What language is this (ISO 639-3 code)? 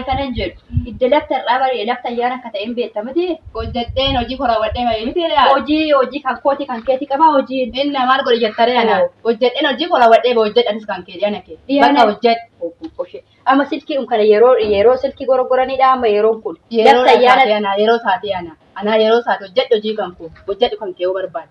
orm